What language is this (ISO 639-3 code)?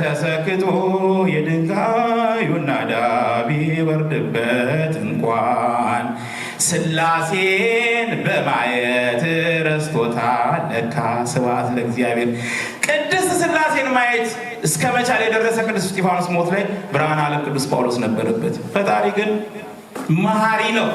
amh